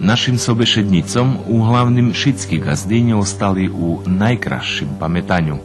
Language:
Rusyn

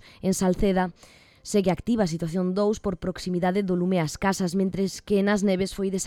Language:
Galician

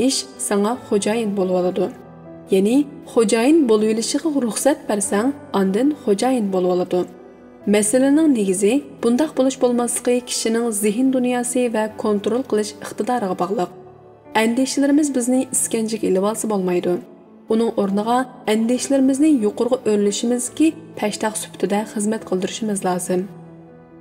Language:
Uyghur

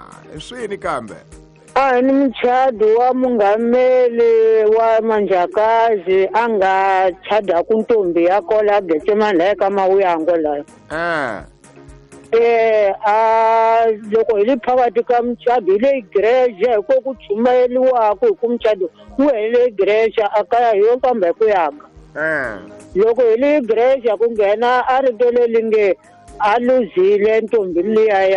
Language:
Tsonga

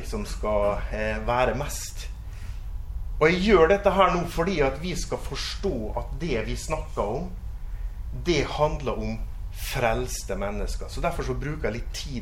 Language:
Norwegian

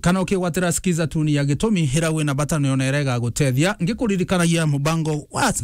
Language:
Meru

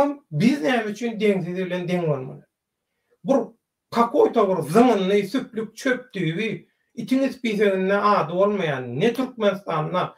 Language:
Turkmen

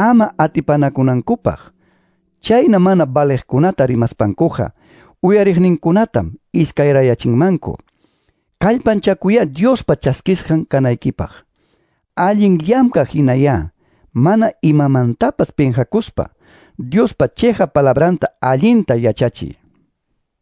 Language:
Quechua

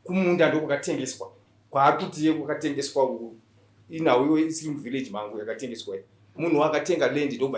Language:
Shona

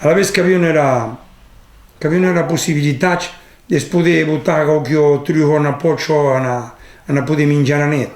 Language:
Occitan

